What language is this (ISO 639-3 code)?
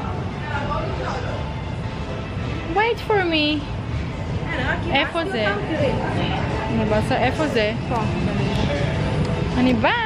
heb